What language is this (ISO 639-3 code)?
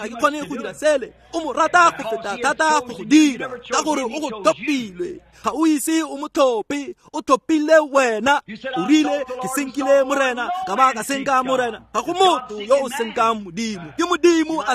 tsn